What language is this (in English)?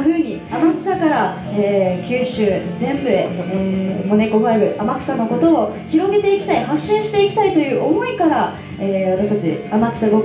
Japanese